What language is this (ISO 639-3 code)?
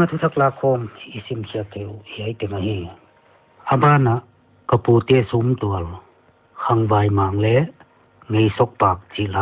pck